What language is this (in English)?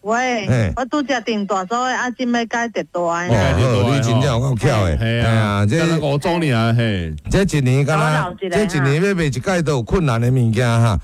Min Nan Chinese